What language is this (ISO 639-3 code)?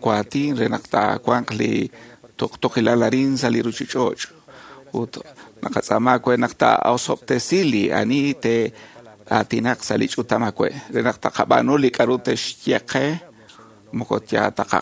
kek